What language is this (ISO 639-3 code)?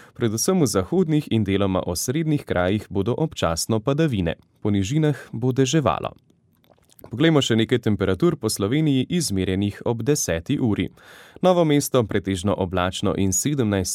slv